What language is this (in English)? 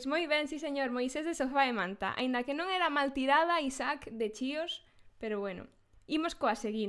Galician